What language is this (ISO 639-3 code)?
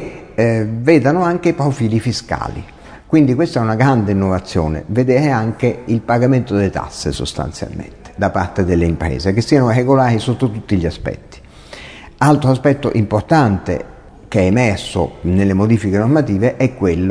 ita